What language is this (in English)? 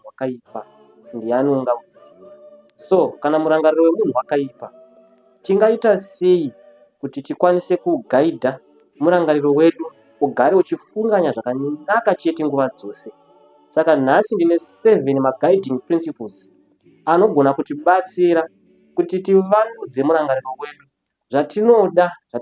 Shona